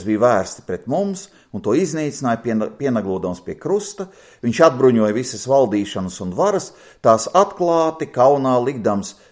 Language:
Latvian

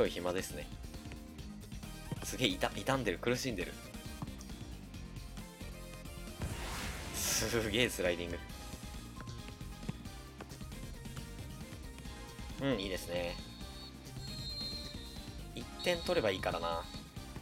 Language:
Japanese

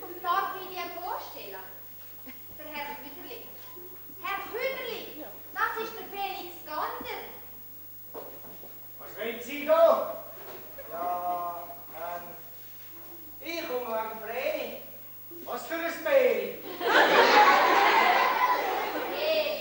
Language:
German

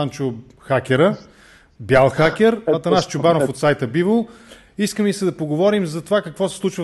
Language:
Bulgarian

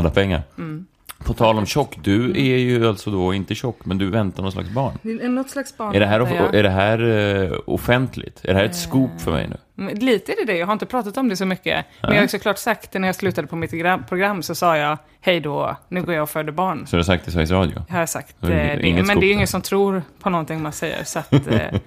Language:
Swedish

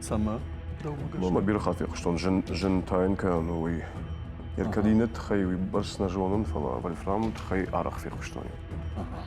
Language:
Ossetic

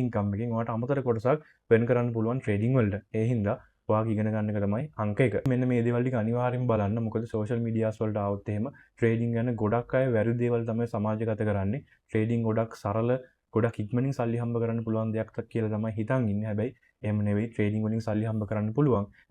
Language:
Sinhala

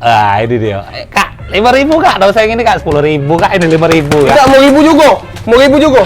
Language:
Musi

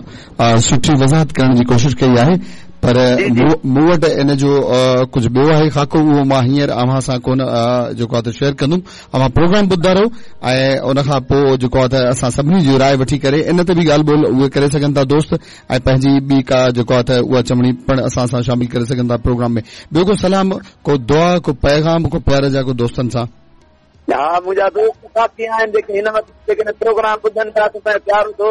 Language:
Sindhi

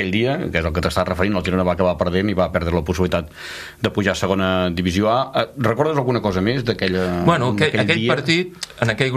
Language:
Catalan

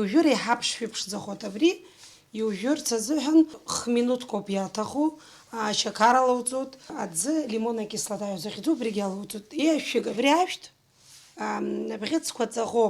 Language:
Abkhazian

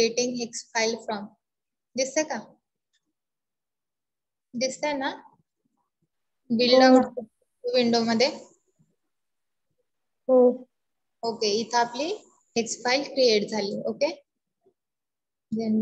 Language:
Marathi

